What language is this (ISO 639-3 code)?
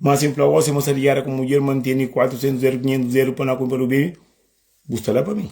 kea